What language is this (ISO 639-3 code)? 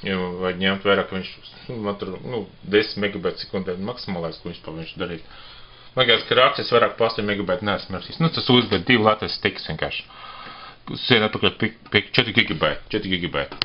lav